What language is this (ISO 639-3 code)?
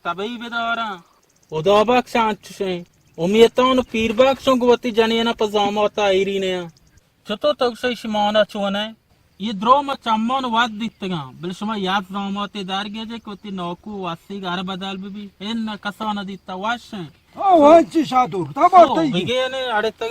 bal